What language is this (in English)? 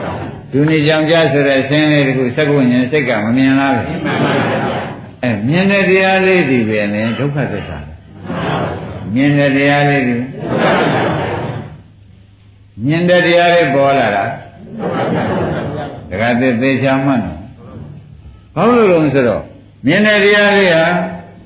Burmese